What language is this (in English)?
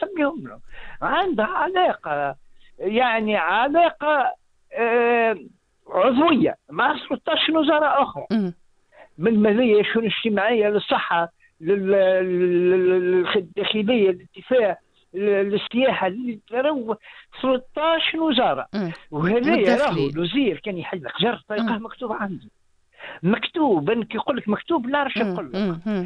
Tunisian Arabic